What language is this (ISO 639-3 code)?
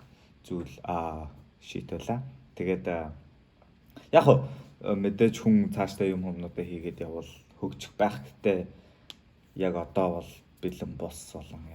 mon